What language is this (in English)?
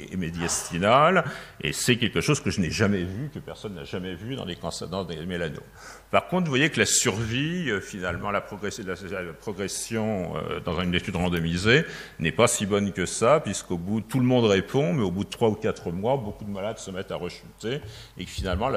French